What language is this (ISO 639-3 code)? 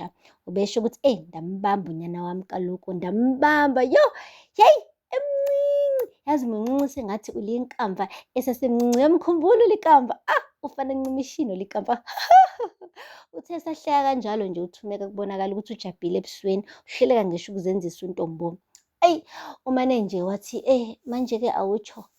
zul